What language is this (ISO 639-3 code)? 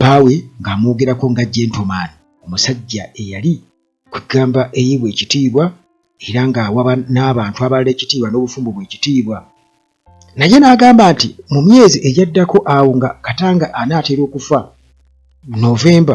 lug